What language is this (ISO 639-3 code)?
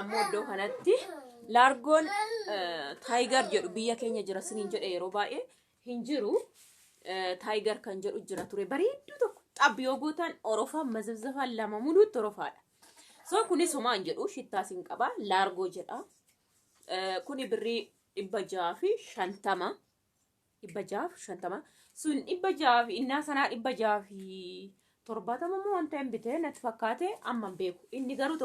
orm